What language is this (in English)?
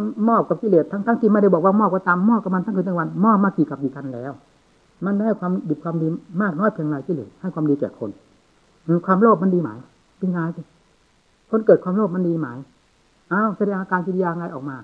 Thai